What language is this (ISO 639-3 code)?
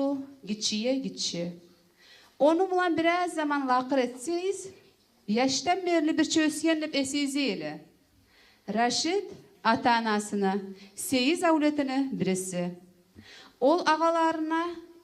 kum